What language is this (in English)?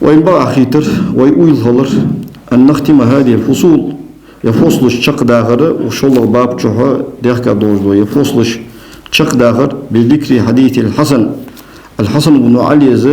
Ingush